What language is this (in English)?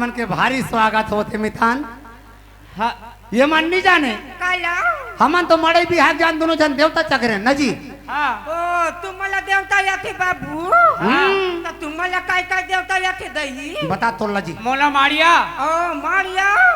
Chhattisgarhi